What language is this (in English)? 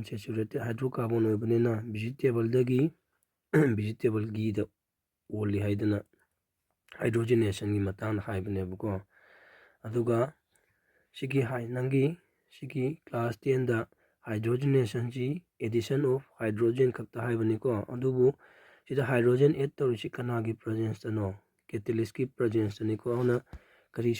Manipuri